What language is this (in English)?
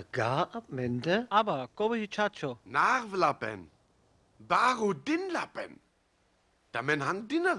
Sinte Romani